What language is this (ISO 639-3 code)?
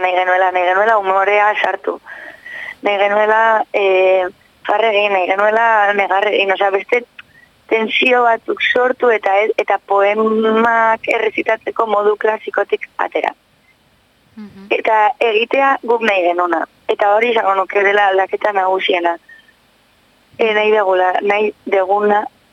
eus